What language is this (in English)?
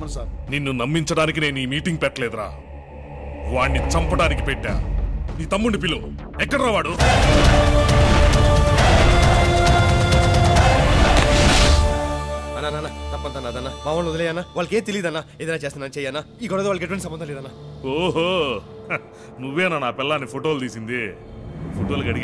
Telugu